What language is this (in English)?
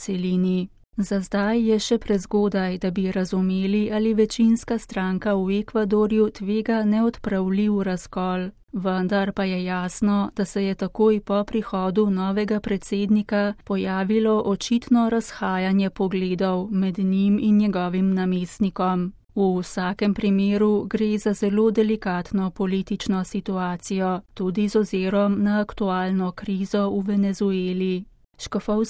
Slovenian